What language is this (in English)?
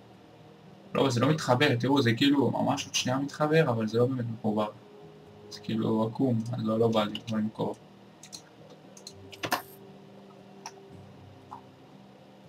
Hebrew